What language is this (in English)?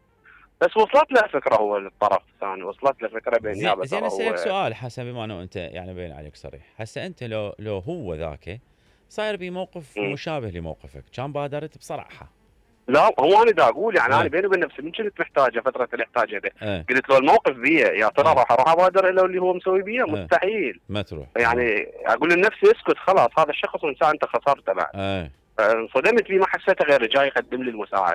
Mesopotamian Arabic